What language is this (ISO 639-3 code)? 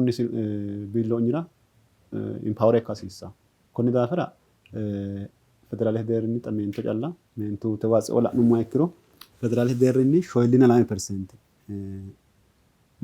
sid